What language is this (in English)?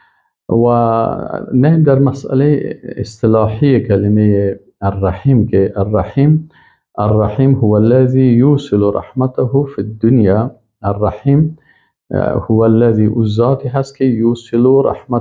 Persian